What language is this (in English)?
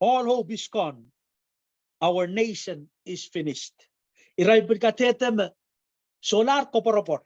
Pohnpeian